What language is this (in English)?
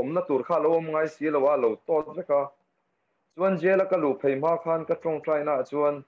Mizo